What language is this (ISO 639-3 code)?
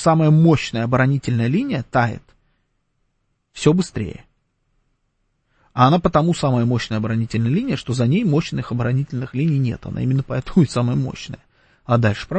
rus